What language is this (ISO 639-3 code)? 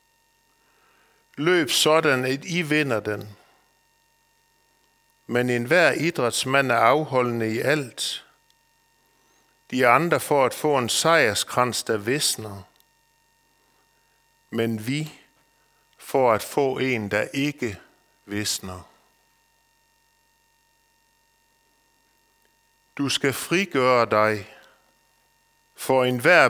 dan